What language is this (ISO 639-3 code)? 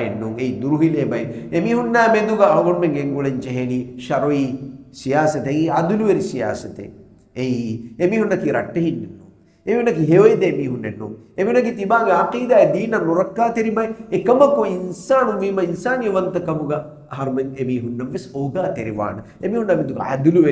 div